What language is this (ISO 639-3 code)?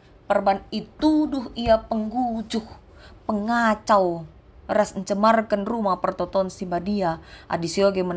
btx